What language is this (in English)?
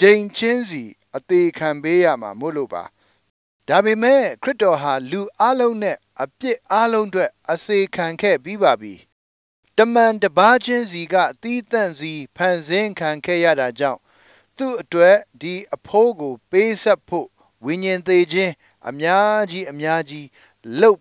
Burmese